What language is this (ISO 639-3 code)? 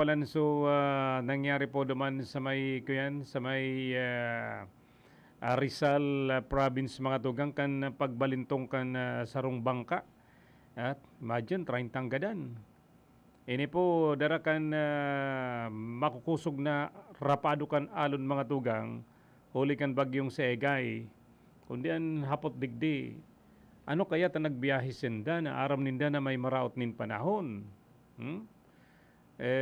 bik